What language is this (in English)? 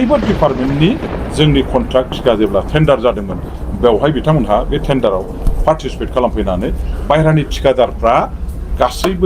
Bodo